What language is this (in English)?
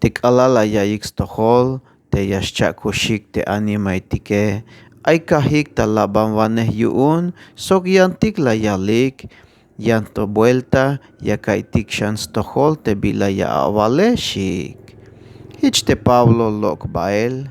Tzeltal